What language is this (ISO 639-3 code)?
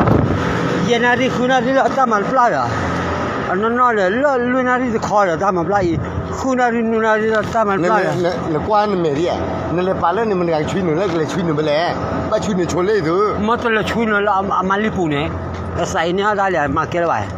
ksw